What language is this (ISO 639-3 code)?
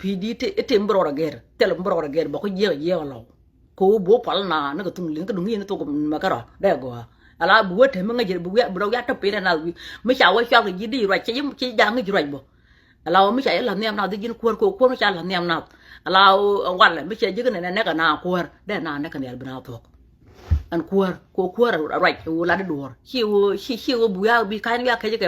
nus